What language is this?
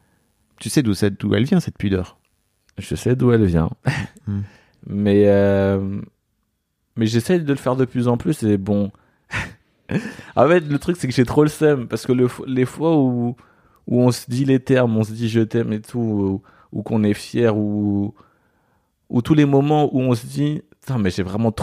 French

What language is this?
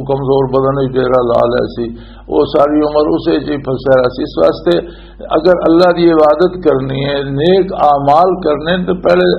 Western Panjabi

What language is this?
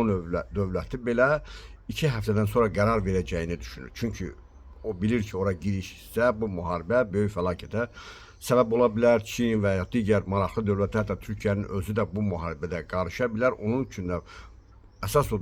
Azerbaijani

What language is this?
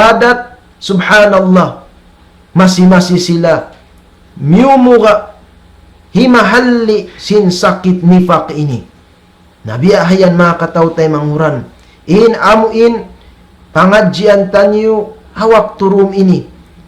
Tausug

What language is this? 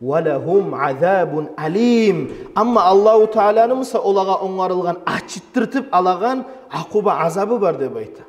Kumyk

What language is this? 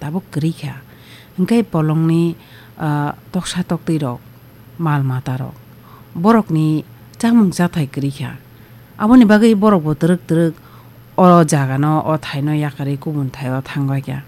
Kok Borok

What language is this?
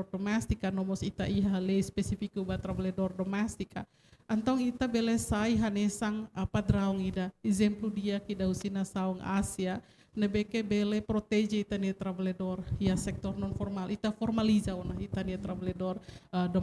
Tetum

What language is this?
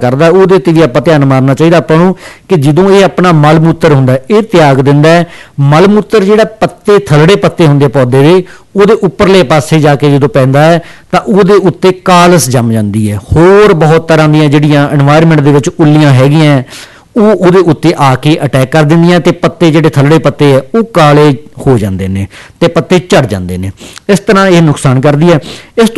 Punjabi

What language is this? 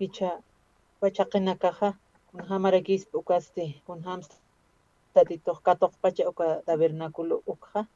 Aymara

